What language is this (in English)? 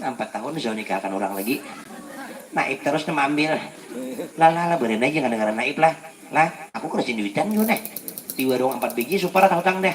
Banjar